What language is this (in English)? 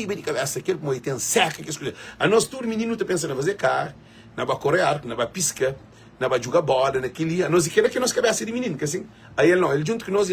Kabuverdianu